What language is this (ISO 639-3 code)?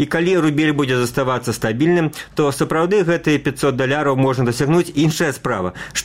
bel